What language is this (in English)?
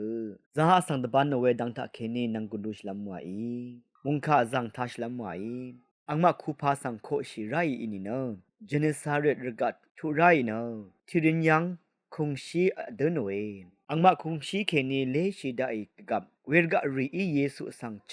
Rawang